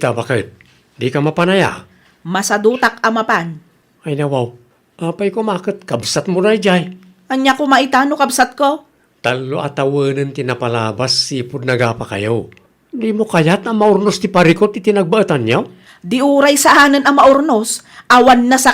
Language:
Iloko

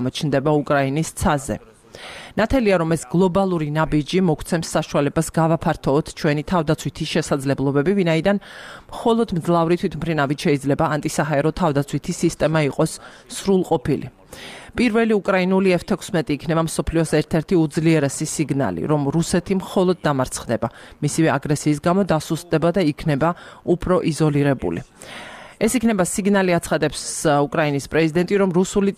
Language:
Georgian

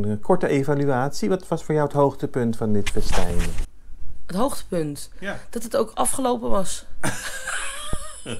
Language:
Dutch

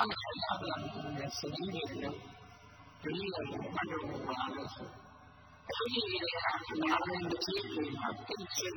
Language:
Burmese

